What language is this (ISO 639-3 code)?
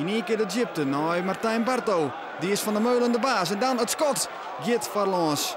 fry